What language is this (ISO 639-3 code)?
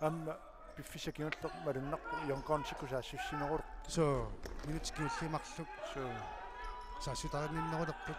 kal